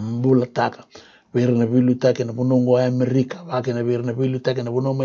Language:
Fijian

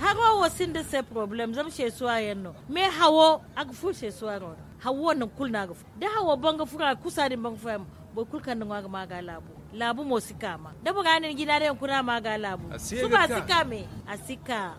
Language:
Zarma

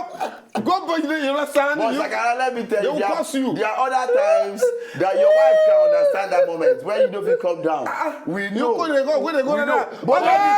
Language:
Nigerian Pidgin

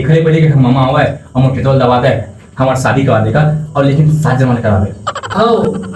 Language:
Chhattisgarhi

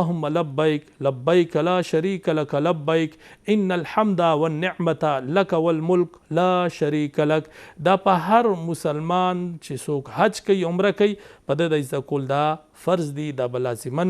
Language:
Pashto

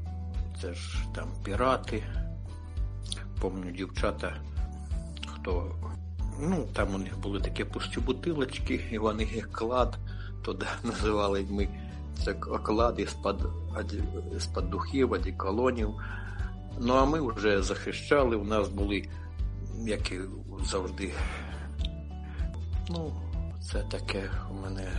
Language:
Ukrainian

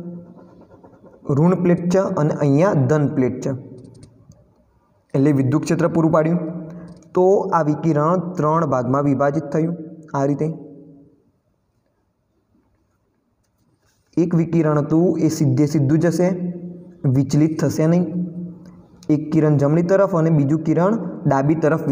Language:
Gujarati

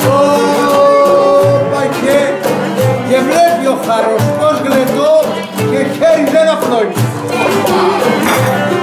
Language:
Greek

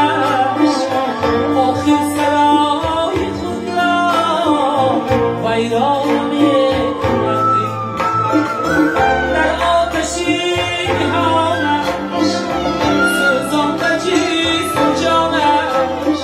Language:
Persian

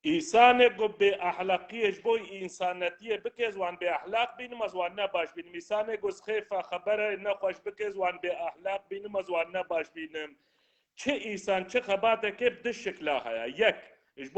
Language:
Kurdish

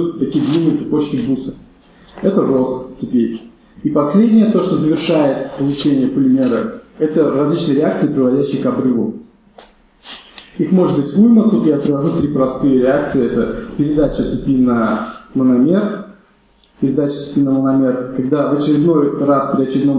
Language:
Russian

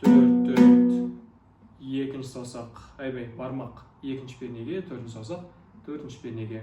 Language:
Kazakh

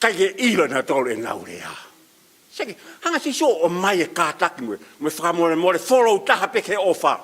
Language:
Tongan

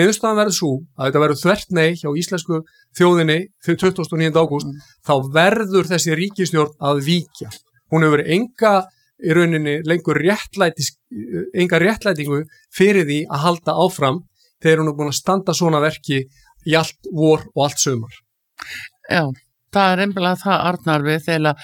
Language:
Icelandic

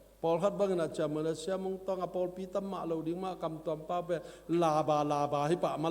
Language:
Tedim Chin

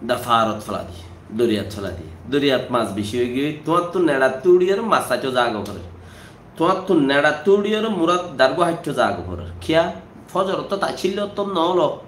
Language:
Rohingya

